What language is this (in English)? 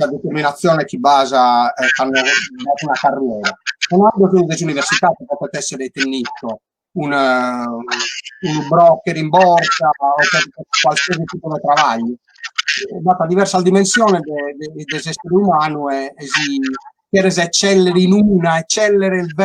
Sardinian